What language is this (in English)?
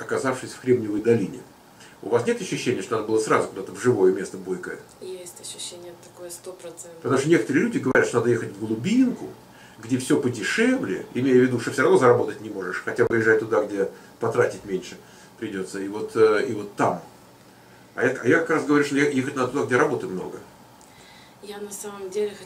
Russian